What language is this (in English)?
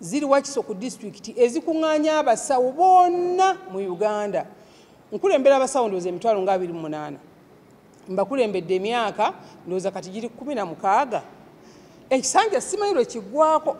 Ganda